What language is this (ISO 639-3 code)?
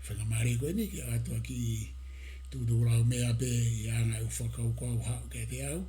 ton